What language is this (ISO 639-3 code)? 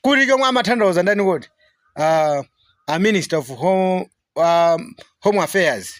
nya